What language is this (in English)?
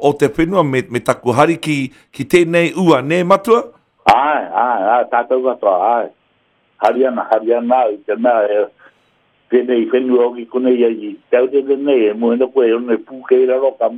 Māori